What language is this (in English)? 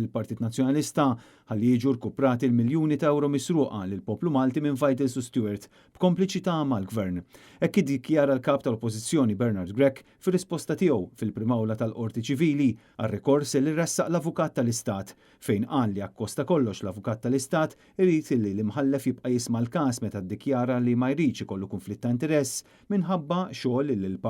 Maltese